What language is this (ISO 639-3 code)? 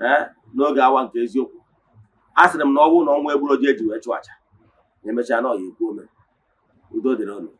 ibo